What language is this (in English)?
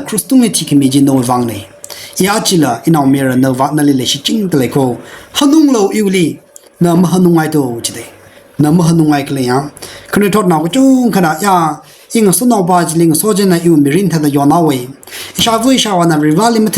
Tangkhul Naga (India)